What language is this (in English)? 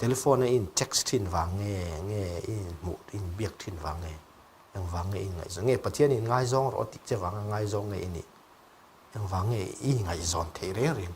Mizo